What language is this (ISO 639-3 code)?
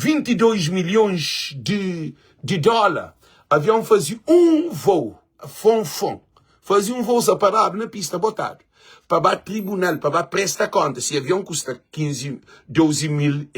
kea